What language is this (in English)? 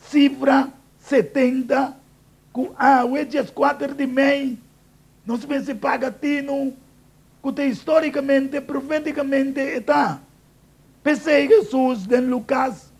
Papiamento